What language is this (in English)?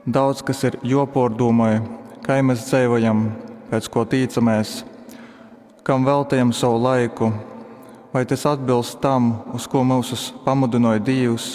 Latgalian